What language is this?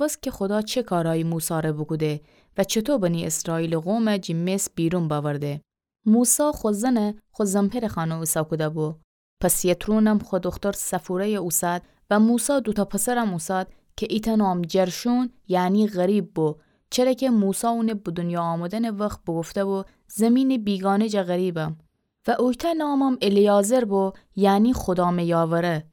Gilaki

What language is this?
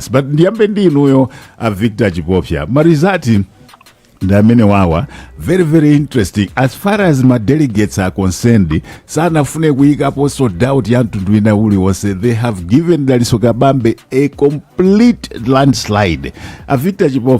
Nyanja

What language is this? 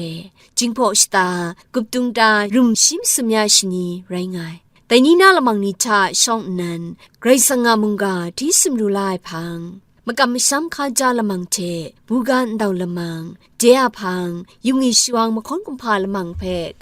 Kachin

